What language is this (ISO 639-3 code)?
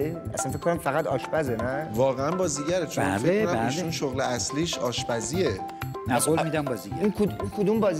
fas